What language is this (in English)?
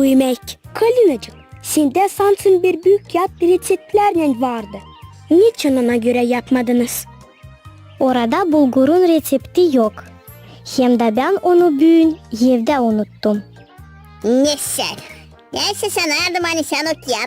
Gagauz